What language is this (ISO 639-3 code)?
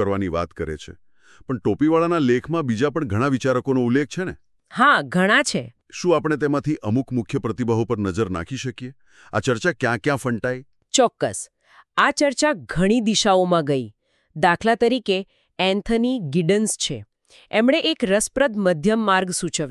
guj